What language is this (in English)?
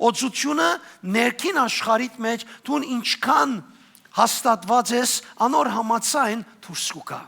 Western Armenian